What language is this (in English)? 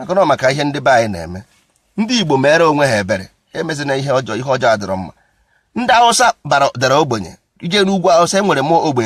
Igbo